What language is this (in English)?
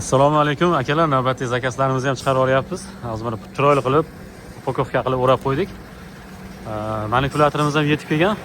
Uzbek